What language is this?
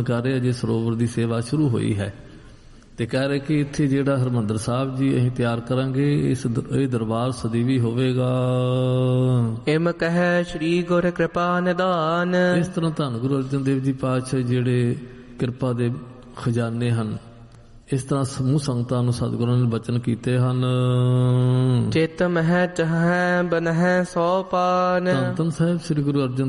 Punjabi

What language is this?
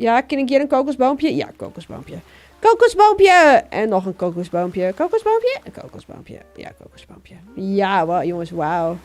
Western Frisian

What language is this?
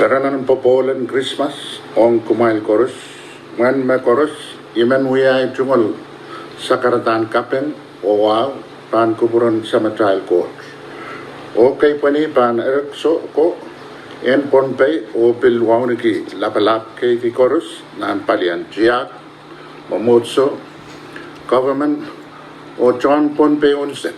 Pohnpeian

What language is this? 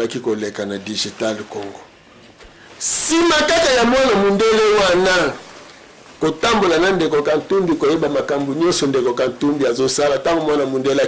Lingala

